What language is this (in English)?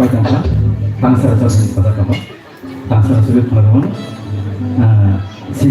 Kok Borok